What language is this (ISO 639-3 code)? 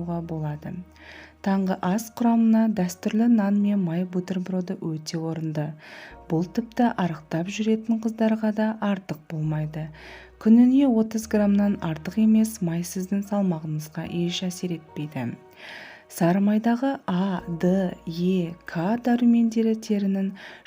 kaz